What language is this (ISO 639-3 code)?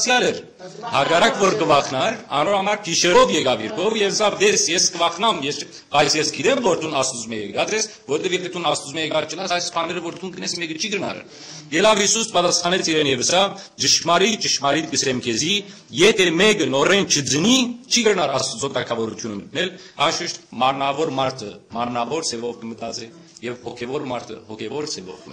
hyw